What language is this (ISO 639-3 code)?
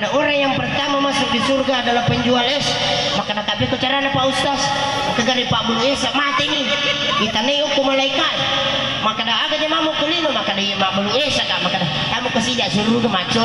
bug